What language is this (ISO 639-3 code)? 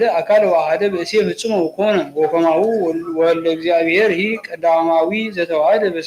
gez